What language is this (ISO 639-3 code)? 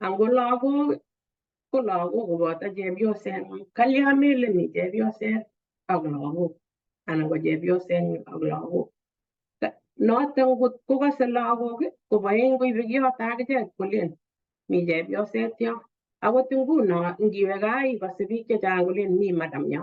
kln